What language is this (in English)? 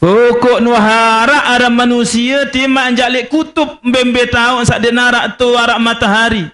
Sasak